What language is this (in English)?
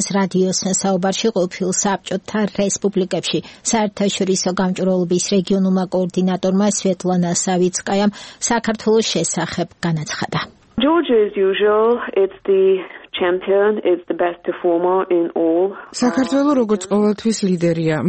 Georgian